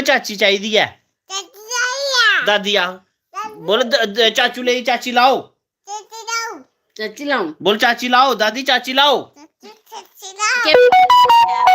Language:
Dogri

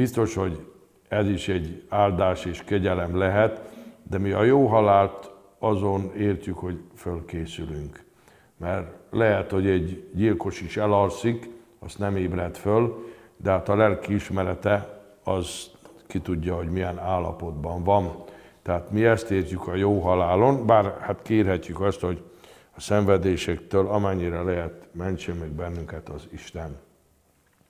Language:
Hungarian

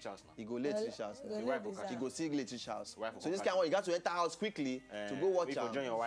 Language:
Nigerian Pidgin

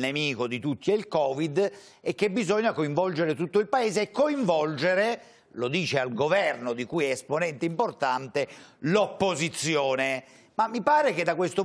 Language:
Italian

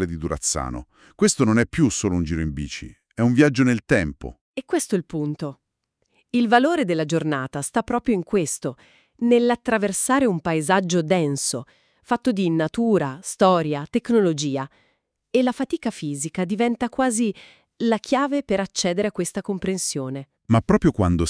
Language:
Italian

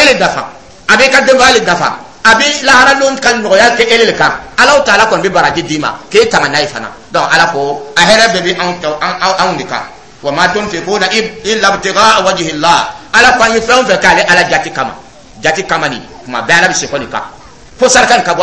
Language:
Dyula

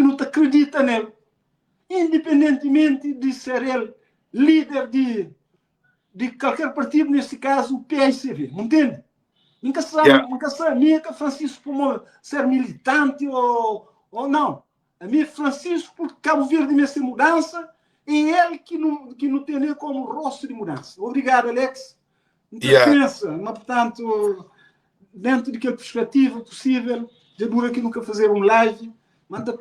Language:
Kabuverdianu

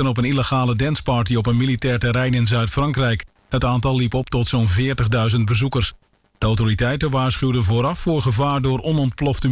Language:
Dutch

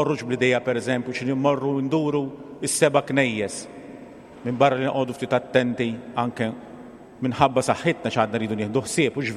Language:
Maltese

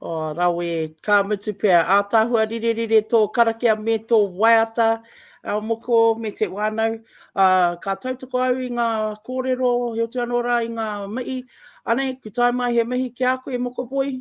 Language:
Māori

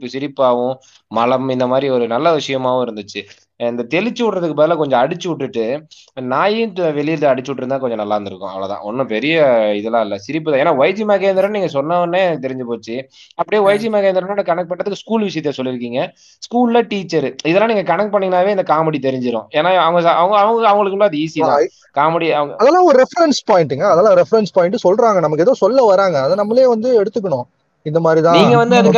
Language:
Tamil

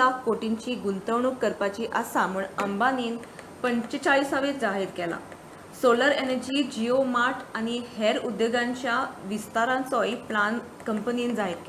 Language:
Konkani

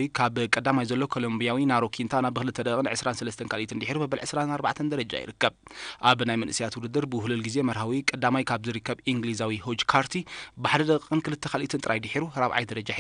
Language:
Tigrinya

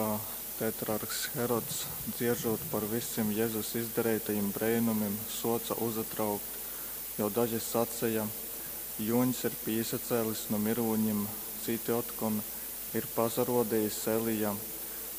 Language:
Latgalian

